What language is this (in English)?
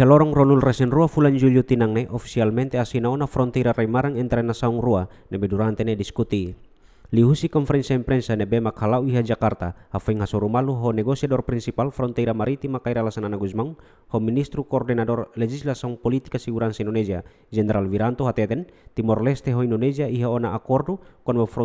Tetum